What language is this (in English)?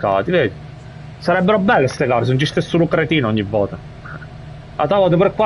Italian